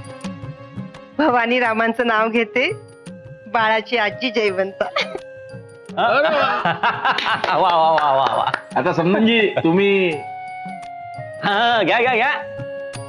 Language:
Marathi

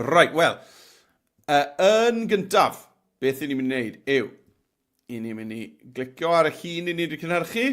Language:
Welsh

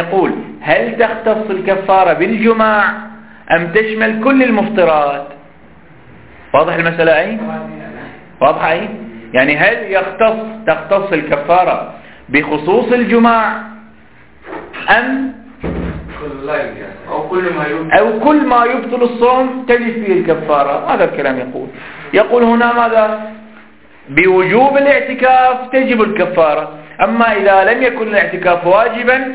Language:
Arabic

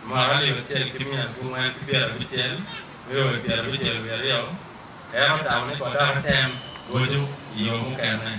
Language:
Acoli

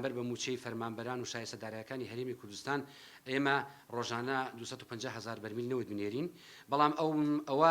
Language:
Central Kurdish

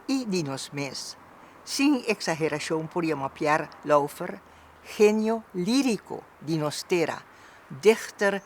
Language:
Papiamento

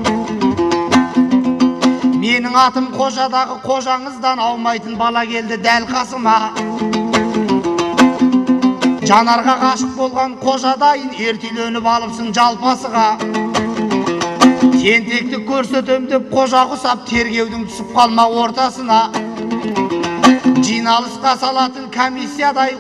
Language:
Kazakh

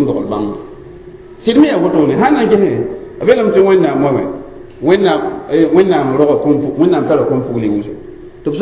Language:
Mossi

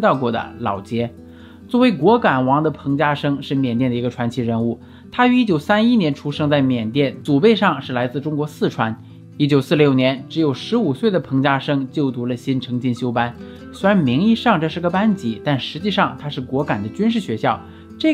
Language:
Chinese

